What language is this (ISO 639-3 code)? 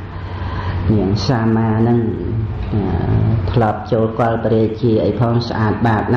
khm